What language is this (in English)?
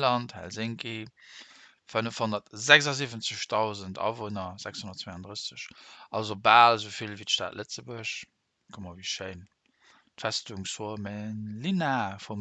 Luxembourgish